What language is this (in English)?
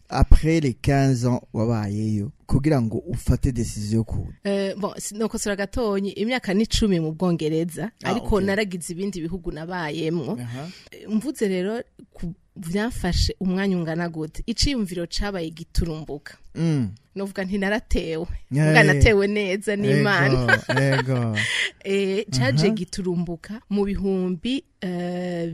Rundi